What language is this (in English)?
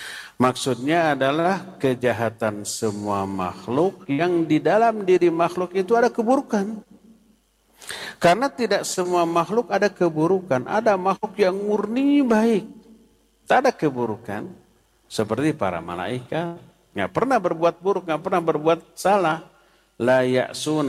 Indonesian